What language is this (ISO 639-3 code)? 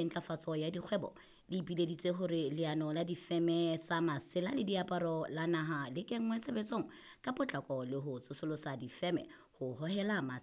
sot